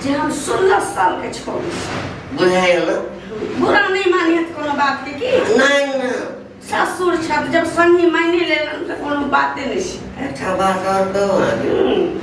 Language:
Maithili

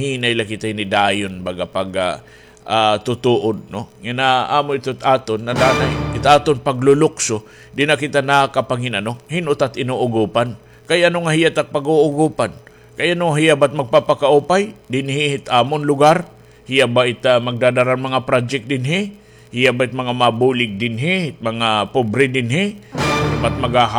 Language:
Waray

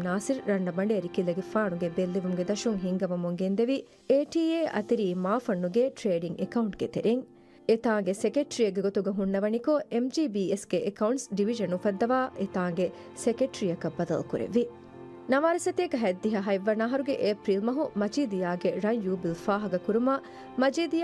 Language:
Divehi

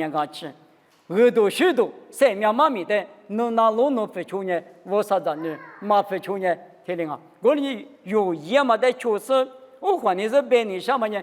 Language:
Lisu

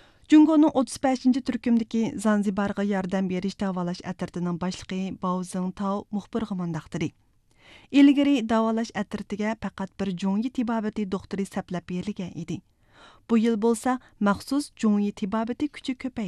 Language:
Uyghur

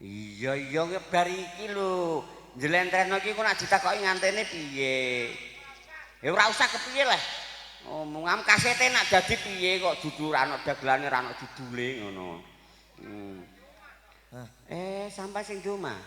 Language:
Javanese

